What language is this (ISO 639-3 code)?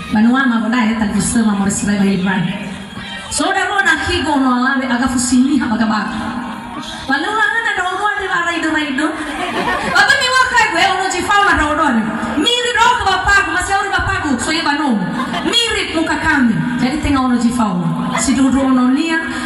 nia